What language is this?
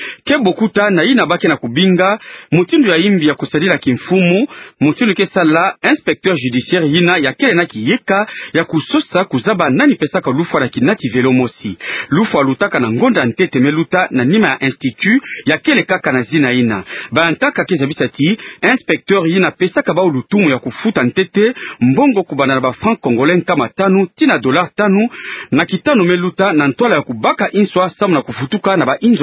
Kituba (Democratic Republic of Congo)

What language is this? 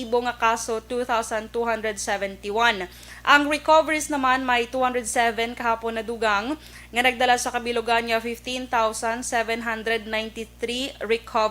Hiligaynon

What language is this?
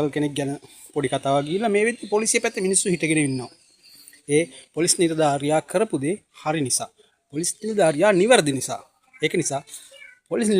Sinhala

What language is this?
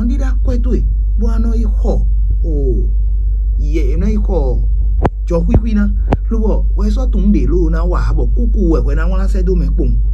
Fon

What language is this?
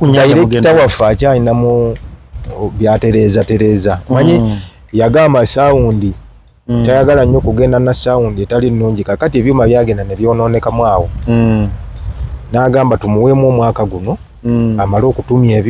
Ganda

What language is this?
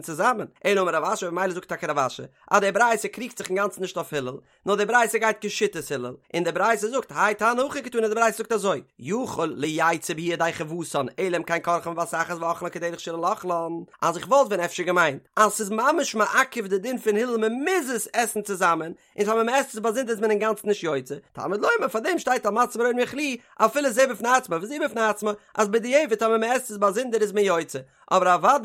Yiddish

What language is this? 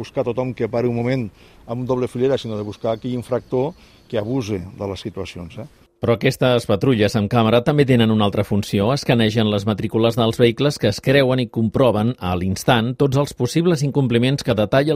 Catalan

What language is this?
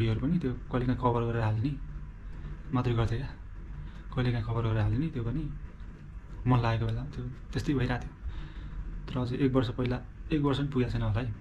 Nepali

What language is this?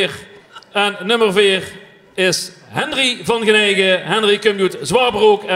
Limburgish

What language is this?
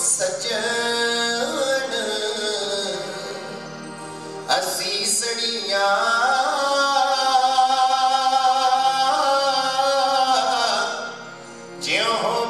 Punjabi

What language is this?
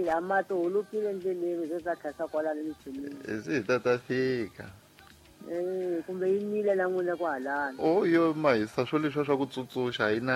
Tsonga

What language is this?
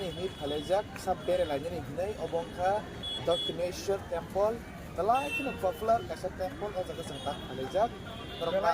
Kok Borok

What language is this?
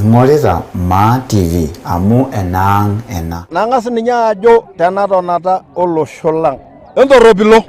Masai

